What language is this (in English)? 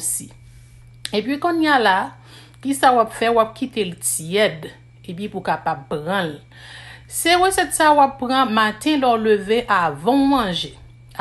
Haitian Creole